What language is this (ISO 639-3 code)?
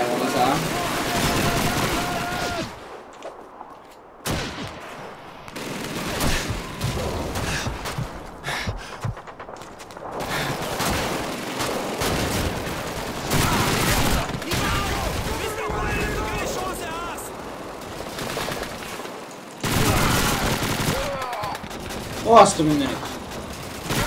hun